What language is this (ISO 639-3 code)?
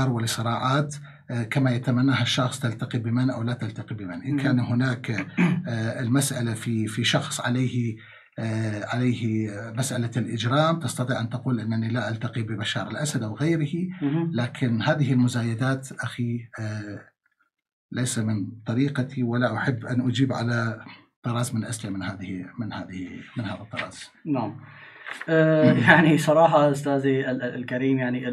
ara